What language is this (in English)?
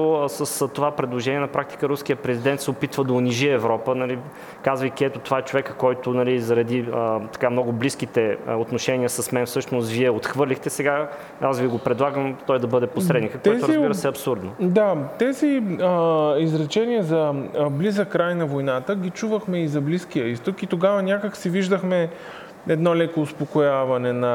Bulgarian